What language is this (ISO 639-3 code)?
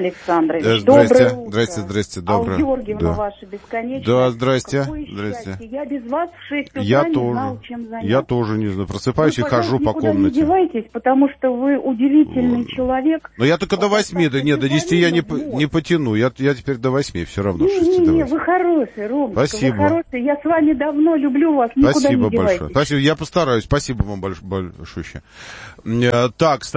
rus